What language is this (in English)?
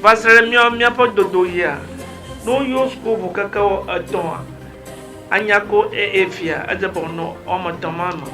Ewe